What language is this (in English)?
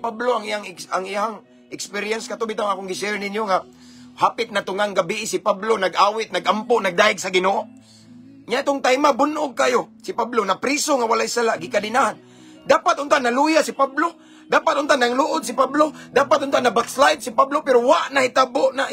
Cebuano